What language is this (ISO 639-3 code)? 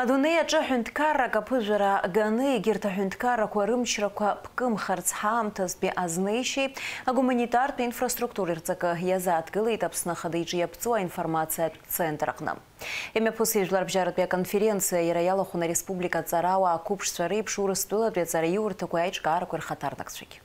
abk